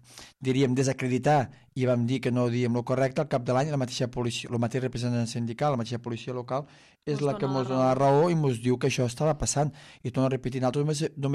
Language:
Catalan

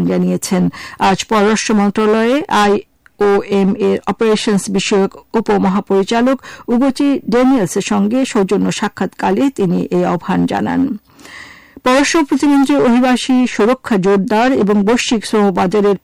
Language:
Bangla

